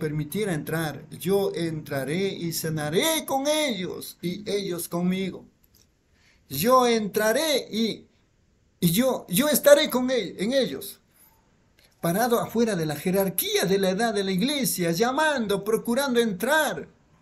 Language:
Spanish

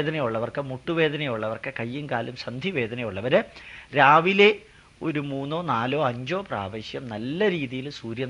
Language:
Malayalam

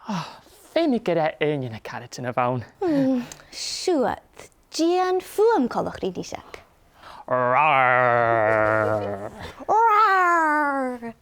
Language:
Scottish Gaelic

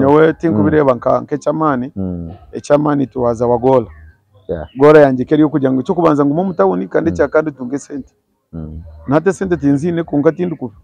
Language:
Nyankole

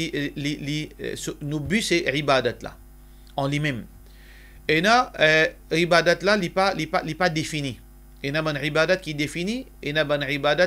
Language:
Morisyen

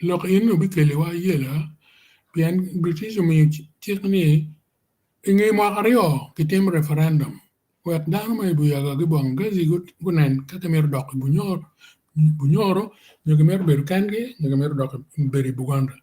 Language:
Acoli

